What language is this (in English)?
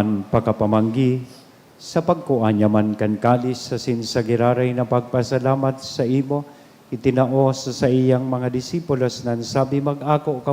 Bikol